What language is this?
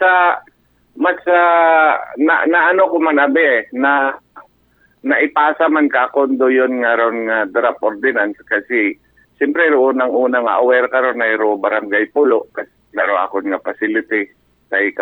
Aklanon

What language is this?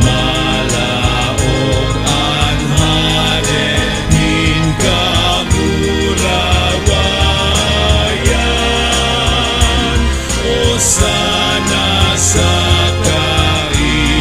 Bikol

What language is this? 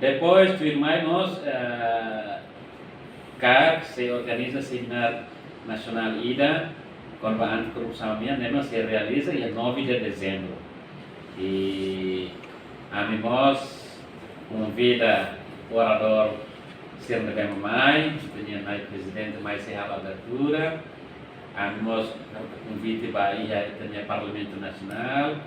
Tetum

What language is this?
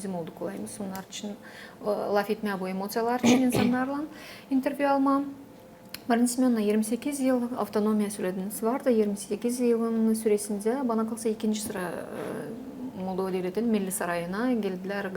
Gagauz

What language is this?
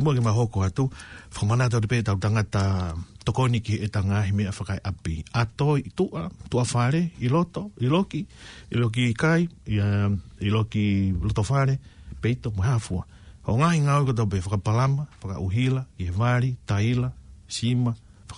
Tongan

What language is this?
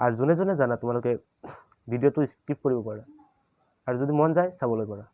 Assamese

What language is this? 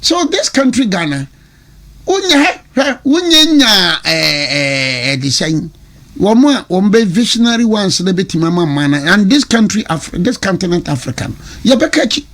Akan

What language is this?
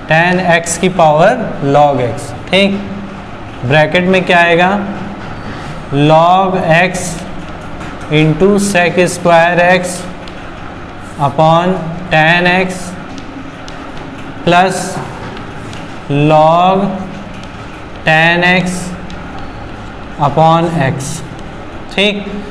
Hindi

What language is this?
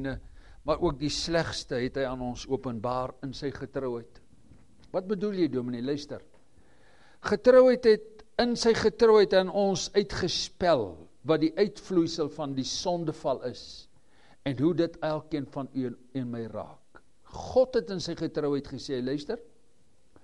Afrikaans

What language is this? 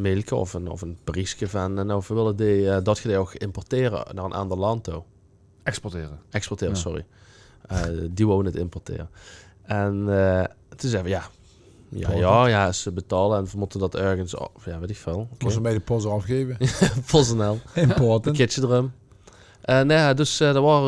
Limburgish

